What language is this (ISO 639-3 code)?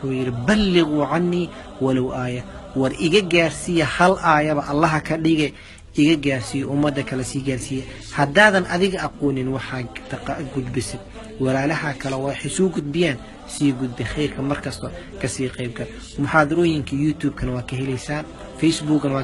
som